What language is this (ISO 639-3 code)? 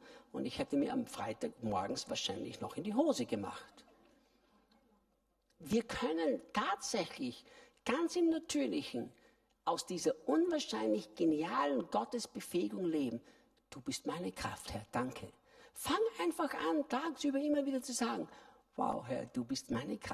deu